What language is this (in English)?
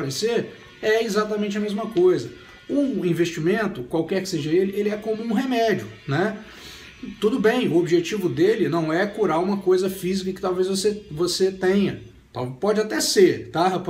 Portuguese